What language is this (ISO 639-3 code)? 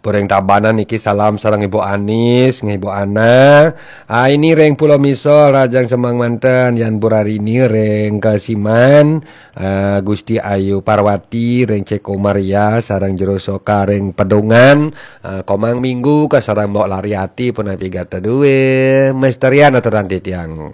ban